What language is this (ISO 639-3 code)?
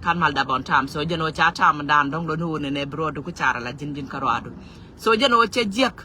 nus